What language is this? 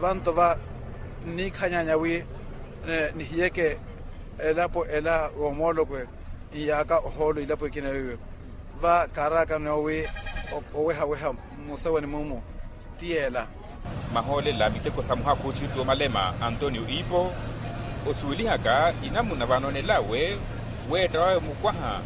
Makhuwa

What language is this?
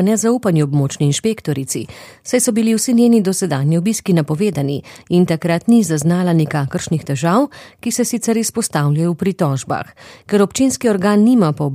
Slovenian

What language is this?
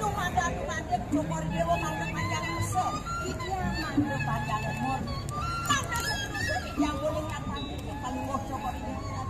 Balinese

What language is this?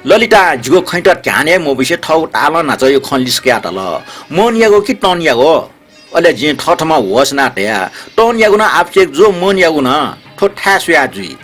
Newari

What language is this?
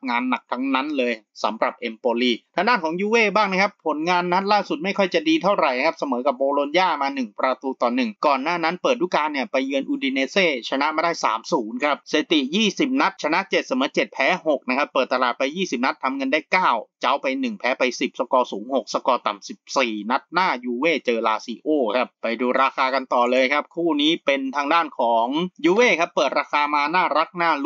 Thai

